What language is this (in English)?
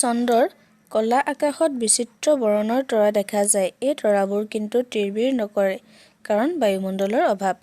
Assamese